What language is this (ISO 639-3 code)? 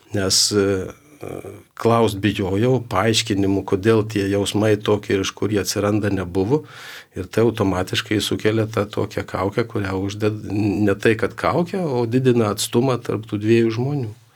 lit